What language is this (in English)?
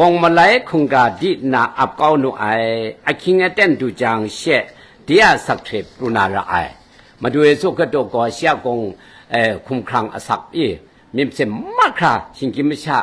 Kachin